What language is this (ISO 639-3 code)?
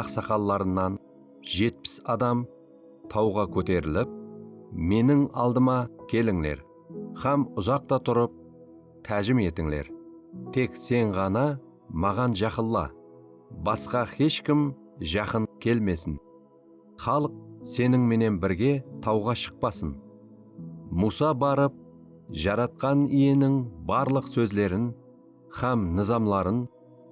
kaa